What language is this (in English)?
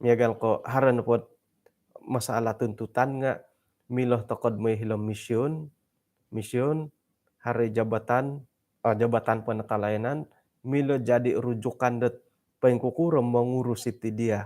Central Dusun